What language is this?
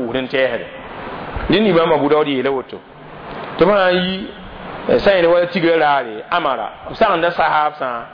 Mossi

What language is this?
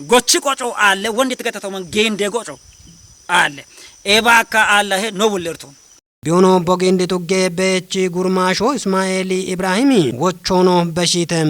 Kafa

